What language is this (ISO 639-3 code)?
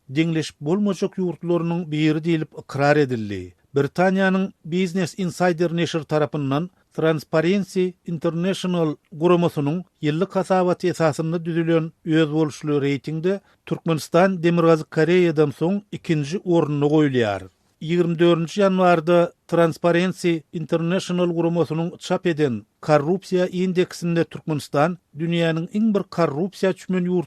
tuk